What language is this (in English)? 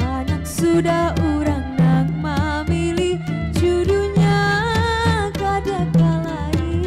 Banjar